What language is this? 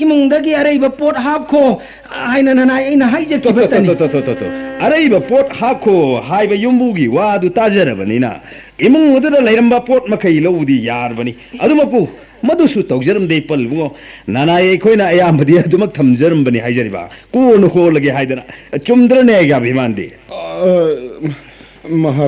Manipuri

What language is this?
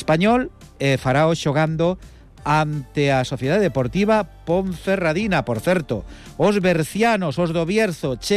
Galician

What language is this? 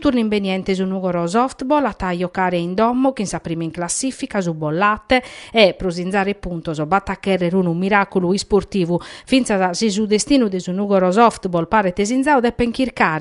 Sardinian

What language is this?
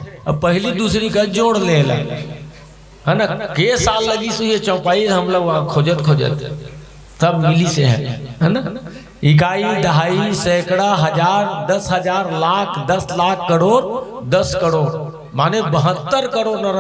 Chhattisgarhi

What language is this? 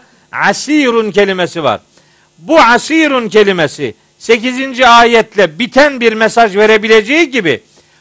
Turkish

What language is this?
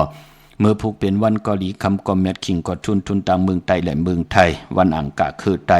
Shan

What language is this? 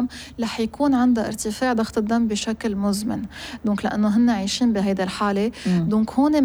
North Levantine Arabic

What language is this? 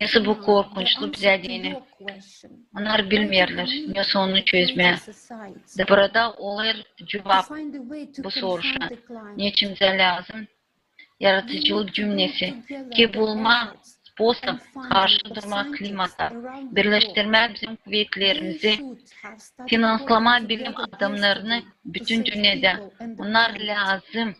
Gagauz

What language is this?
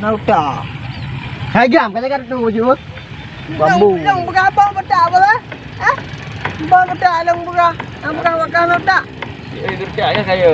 Achinese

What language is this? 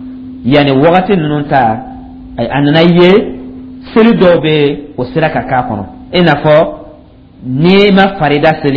Dyula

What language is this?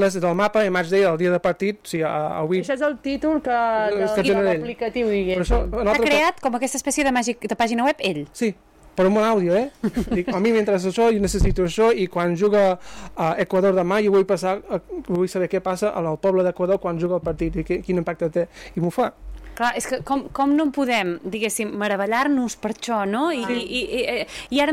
Catalan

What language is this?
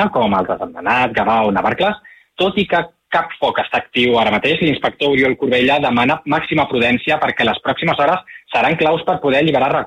Catalan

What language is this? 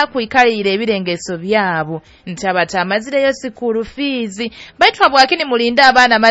Nyoro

